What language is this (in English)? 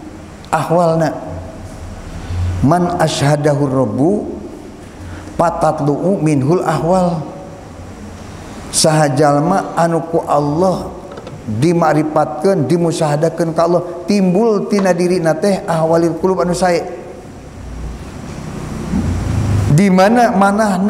Sundanese